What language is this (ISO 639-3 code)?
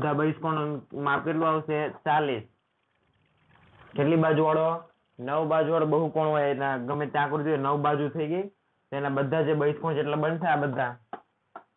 guj